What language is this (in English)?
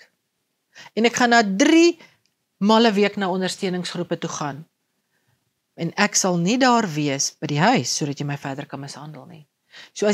Afrikaans